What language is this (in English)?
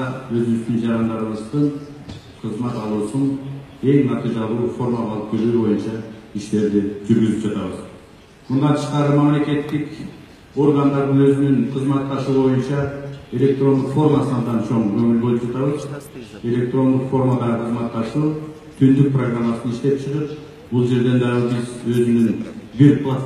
Kyrgyz